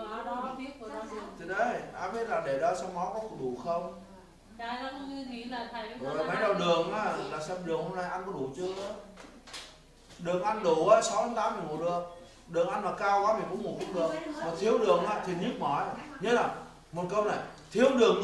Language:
Vietnamese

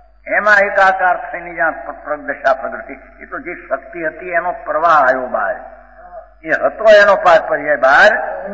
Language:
Gujarati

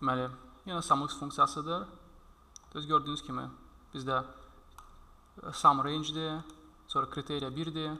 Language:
Azerbaijani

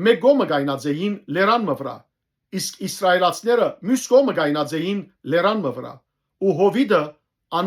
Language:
Western Armenian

